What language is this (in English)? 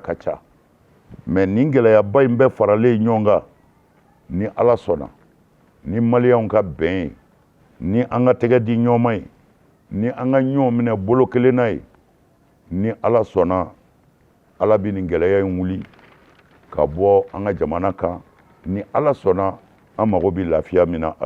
Bambara